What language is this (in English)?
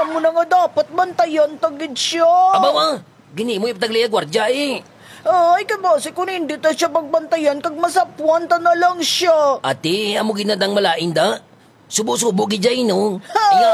Hiligaynon